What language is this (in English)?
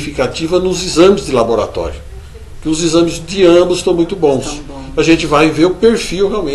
Portuguese